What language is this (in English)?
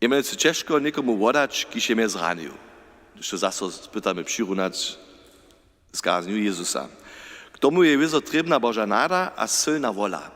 Upper Sorbian